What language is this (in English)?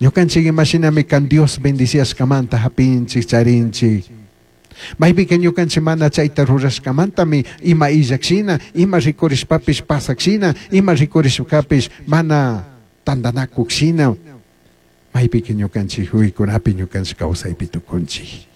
Chimborazo Highland Quichua